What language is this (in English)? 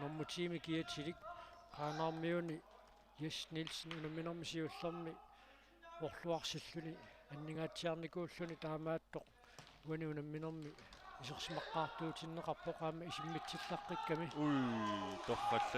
Kalaallisut